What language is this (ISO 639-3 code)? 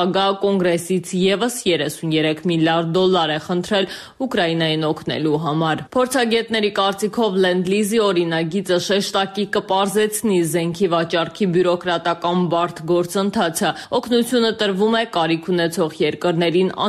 hye